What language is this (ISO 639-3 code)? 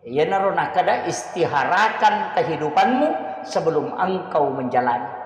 bug